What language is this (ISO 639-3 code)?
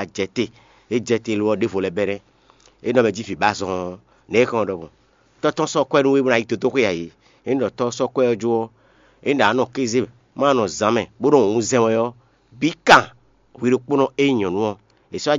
fon